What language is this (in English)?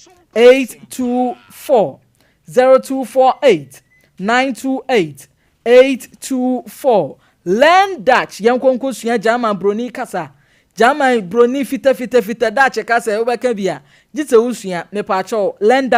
Akan